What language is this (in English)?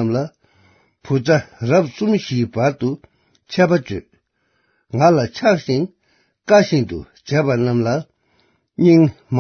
Tibetan